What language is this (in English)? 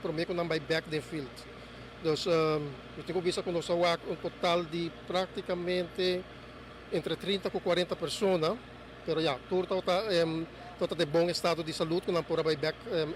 Papiamento